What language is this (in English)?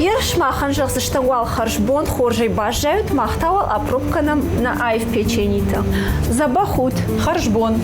Ossetic